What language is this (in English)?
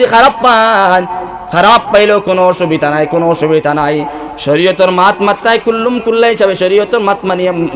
Sylheti